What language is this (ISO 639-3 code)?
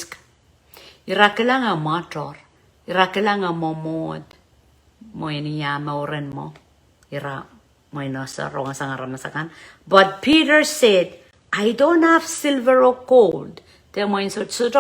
pon